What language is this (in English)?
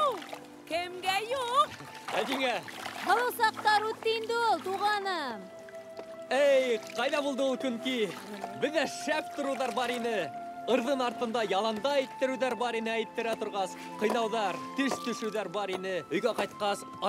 Bashkir